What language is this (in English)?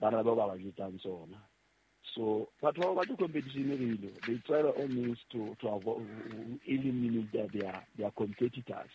Southern Sotho